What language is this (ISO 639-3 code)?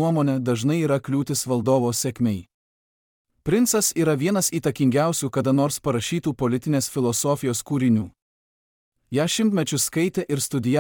lit